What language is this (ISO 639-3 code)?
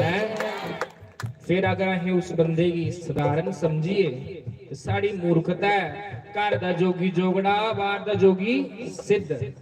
doi